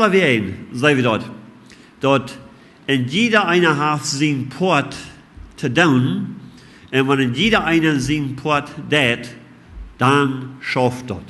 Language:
Plautdietsch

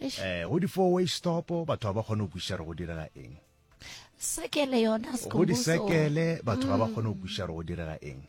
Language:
Northern Sotho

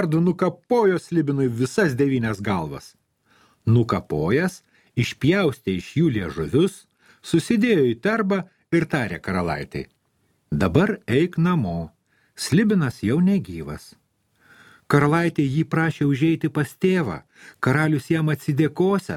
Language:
Lithuanian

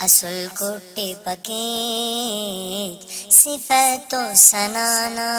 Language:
Brahui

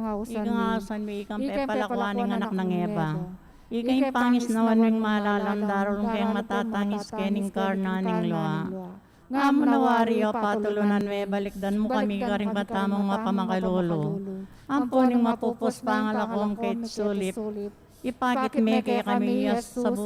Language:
Pampanga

